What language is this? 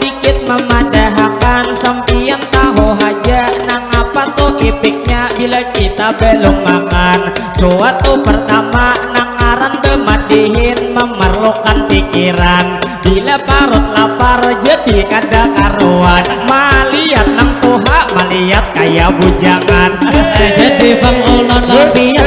Banjar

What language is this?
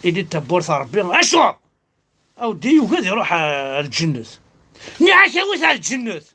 Kabyle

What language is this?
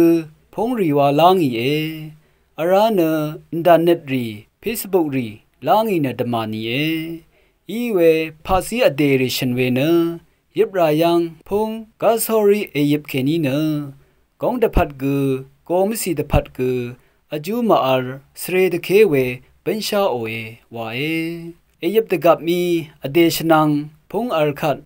Rawang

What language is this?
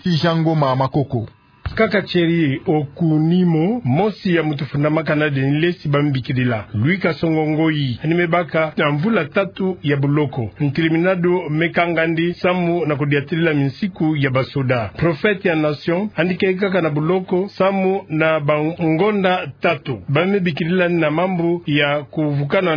Kituba (Democratic Republic of Congo)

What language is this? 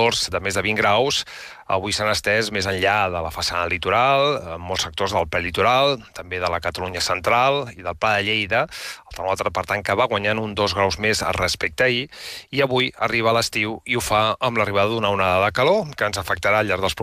Catalan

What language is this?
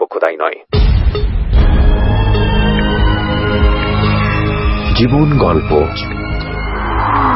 Bangla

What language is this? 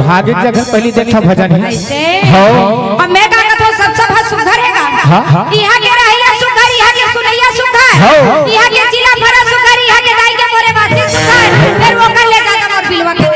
Chhattisgarhi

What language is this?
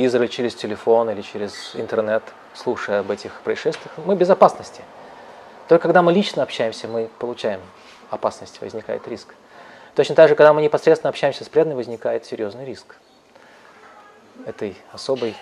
Russian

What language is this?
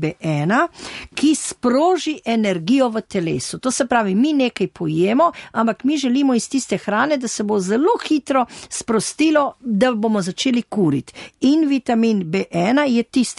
Slovenian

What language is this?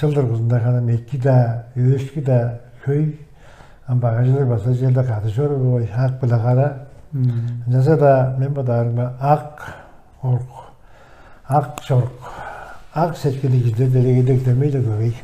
Tuvinian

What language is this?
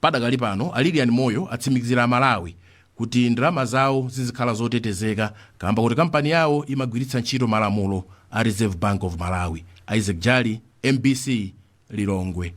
Nyanja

